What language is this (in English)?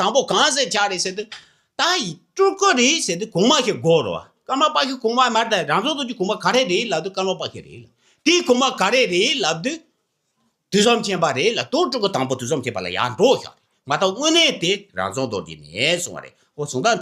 Tibetan